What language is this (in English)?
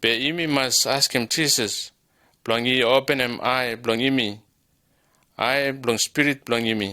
Bislama